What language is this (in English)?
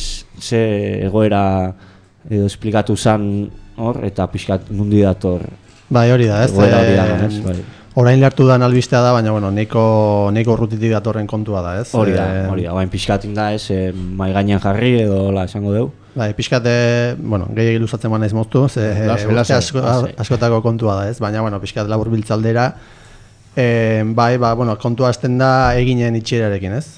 Basque